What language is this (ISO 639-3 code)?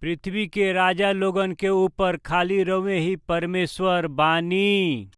bho